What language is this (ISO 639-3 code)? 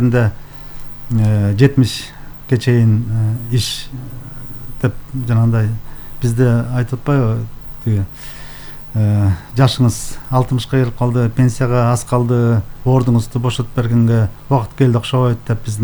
kir